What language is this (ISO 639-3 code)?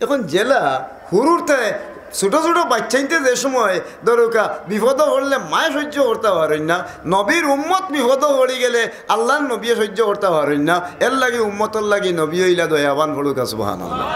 syl